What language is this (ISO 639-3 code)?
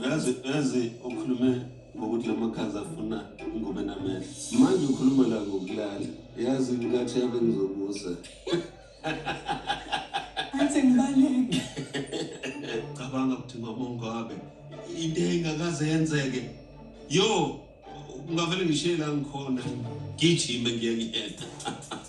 zul